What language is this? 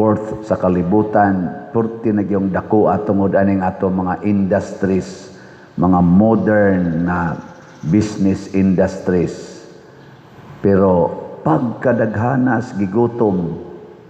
Cebuano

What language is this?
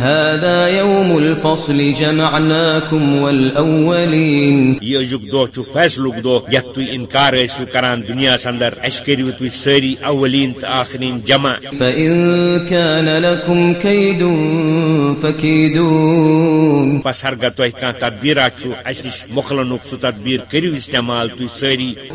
Kashmiri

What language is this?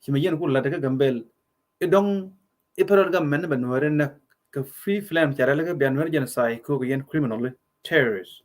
Nuer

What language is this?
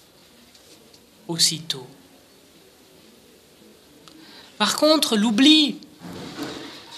French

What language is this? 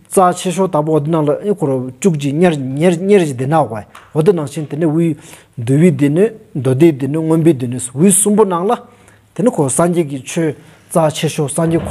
Stod Bhoti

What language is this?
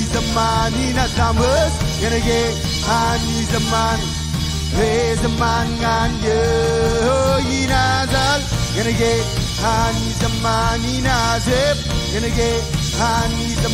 Marshallese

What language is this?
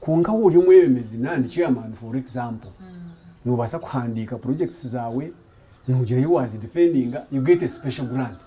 Nyankole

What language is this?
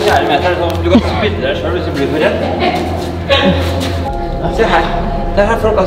Norwegian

